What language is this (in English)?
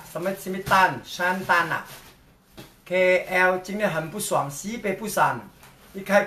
Chinese